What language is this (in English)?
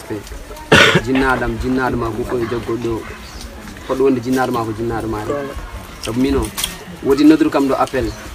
Pular